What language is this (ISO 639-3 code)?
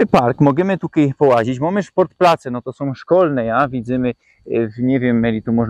szl